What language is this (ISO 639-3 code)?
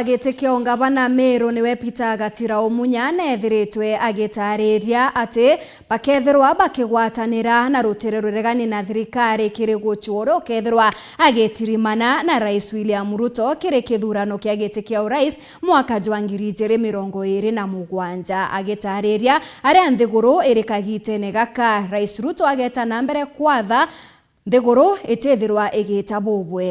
mer